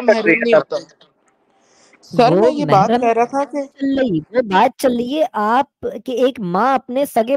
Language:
Urdu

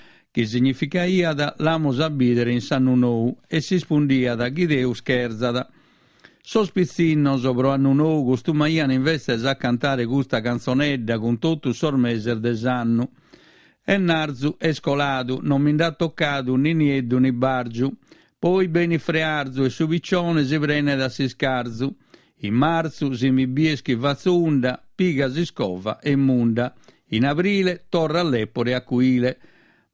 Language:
Sardinian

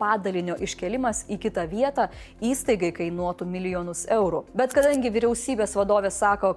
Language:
Lithuanian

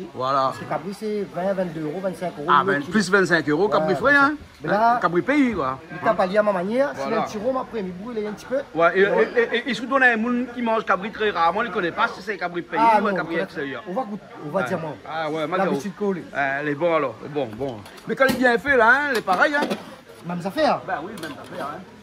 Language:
Réunion Creole French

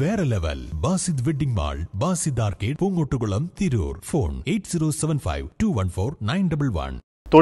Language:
Malayalam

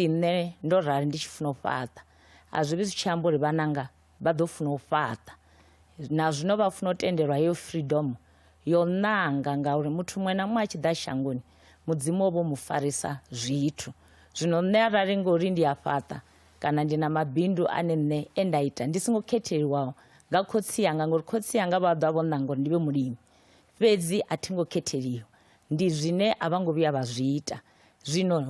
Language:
Venda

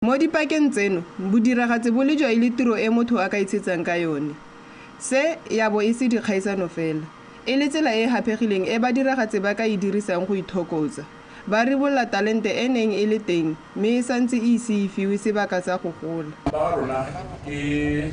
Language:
Tswana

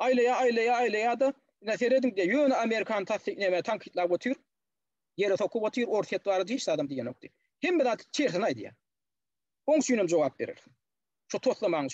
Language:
Turkmen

